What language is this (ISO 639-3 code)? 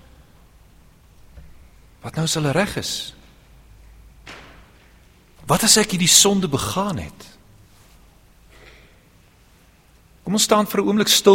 afr